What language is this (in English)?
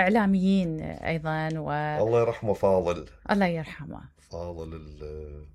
Mesopotamian Arabic